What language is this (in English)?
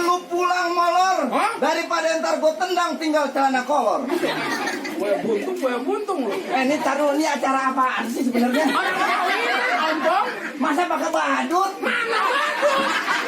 Betawi